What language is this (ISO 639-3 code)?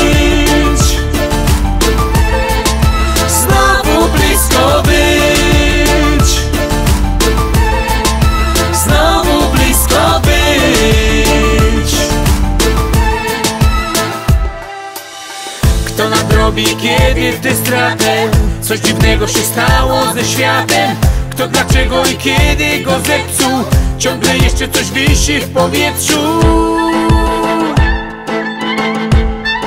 pol